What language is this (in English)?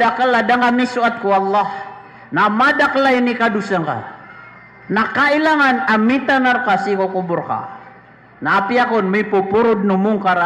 Maranao